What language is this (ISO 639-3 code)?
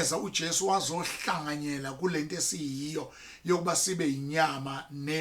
zul